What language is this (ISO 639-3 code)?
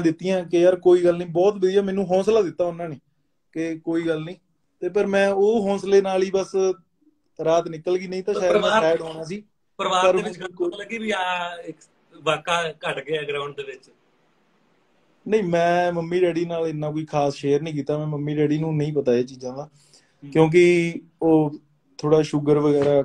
pan